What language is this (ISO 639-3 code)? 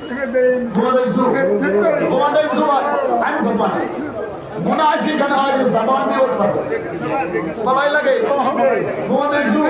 kas